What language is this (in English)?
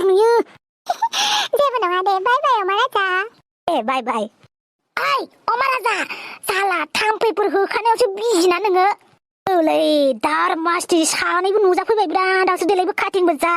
Bodo